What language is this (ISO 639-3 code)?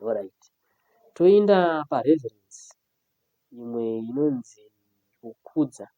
sna